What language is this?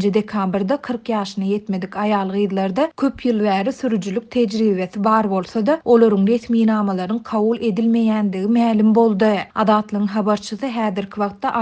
Turkmen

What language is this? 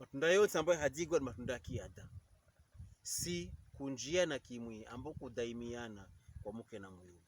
Pokomo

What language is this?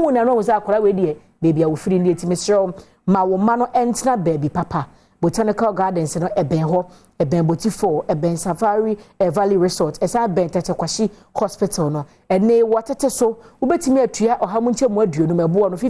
Akan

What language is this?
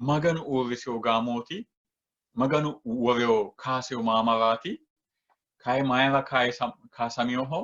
Sidamo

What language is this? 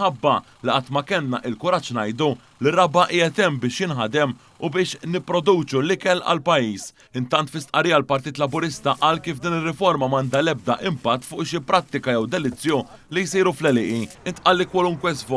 Maltese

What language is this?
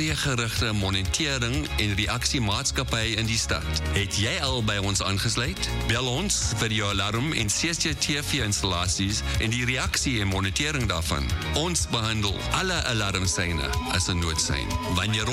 Afrikaans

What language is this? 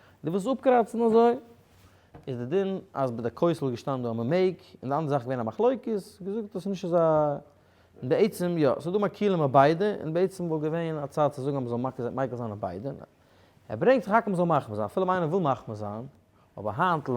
Yiddish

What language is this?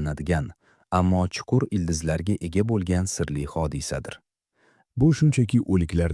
Uzbek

